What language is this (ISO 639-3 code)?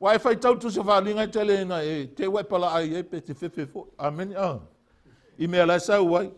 smo